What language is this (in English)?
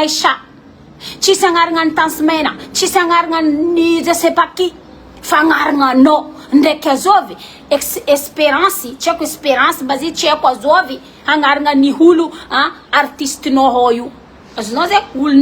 Malagasy